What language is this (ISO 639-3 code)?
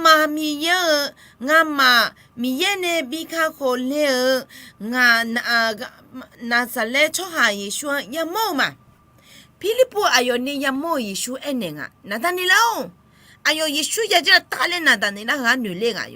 ahk